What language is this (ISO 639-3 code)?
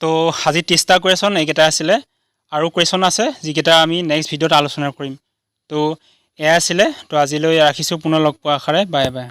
asm